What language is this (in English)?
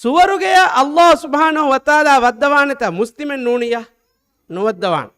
Divehi